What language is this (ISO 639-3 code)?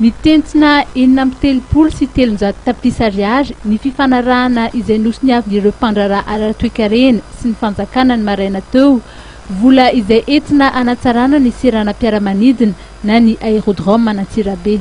mlg